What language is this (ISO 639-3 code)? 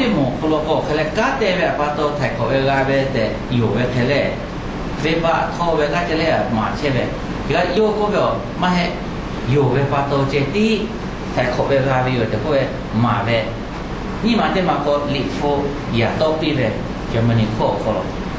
lhu